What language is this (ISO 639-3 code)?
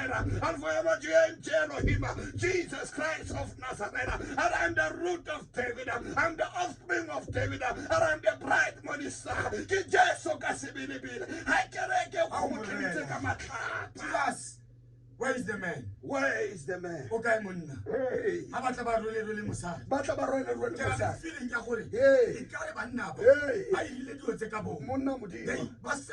tsn